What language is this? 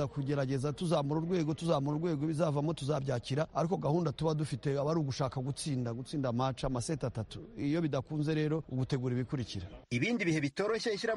Kinyarwanda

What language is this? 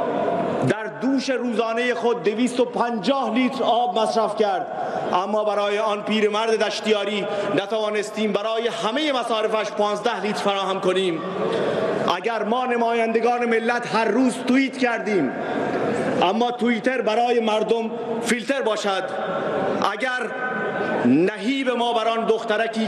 Persian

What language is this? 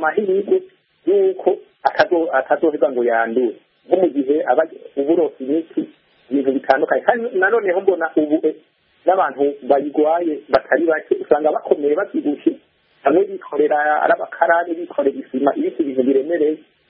Kinyarwanda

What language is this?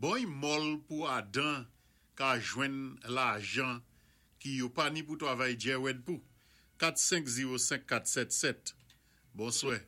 Saint Lucian Creole French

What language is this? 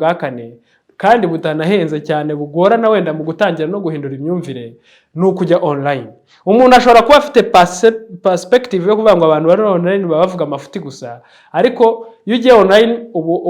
Kinyarwanda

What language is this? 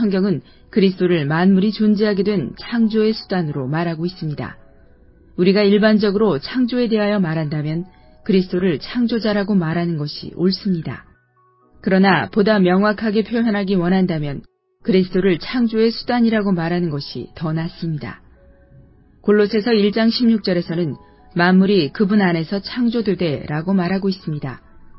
Korean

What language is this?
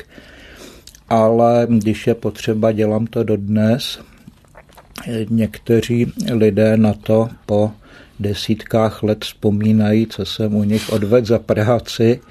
Czech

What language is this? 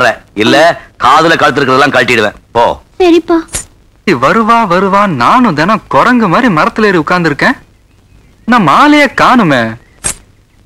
Tamil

